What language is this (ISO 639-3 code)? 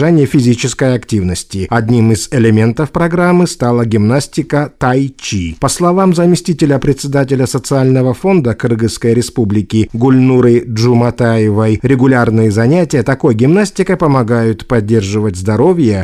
rus